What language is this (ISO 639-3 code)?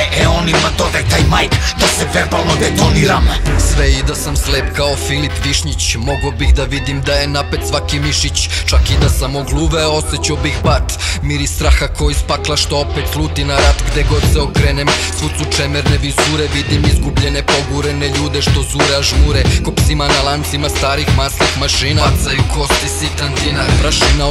srp